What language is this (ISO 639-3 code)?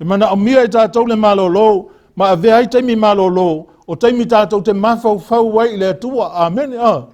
smo